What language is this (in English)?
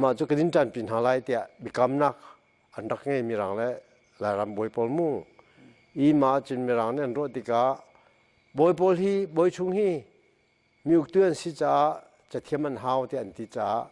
Hakha Chin